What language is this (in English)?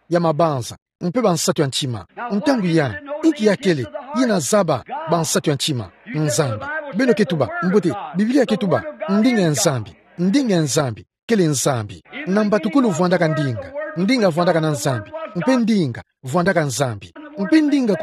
Kituba (Democratic Republic of Congo)